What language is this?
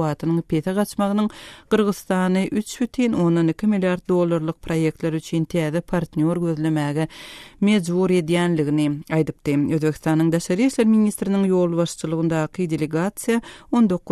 Turkmen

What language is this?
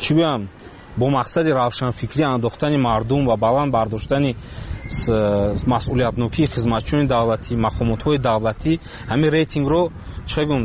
Tajik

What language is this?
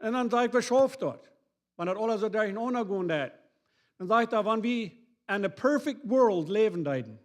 Plautdietsch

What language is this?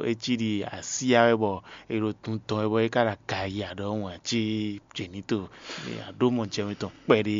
Fon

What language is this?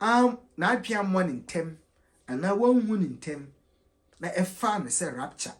Akan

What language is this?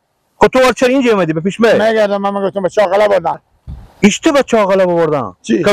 Persian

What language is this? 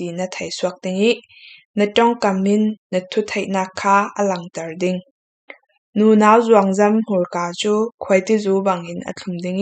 Falam Chin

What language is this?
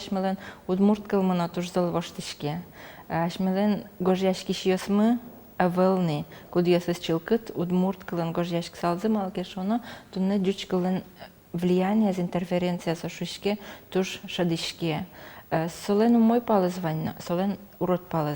Udmurt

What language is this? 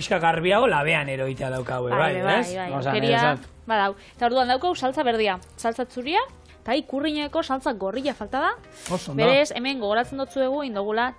Basque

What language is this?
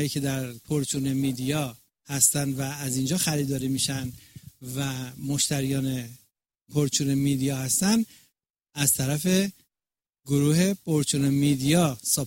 Persian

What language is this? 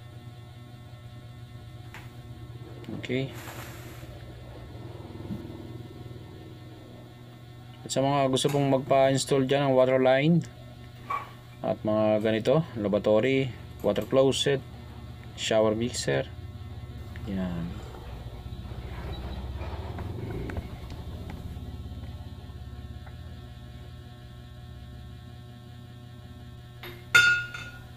Filipino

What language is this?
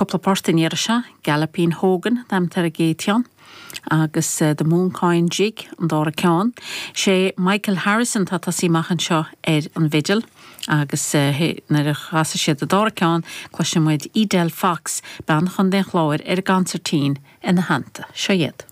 Irish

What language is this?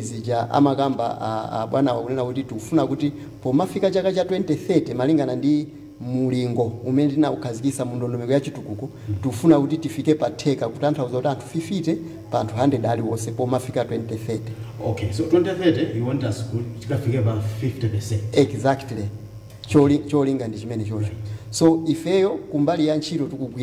Nyanja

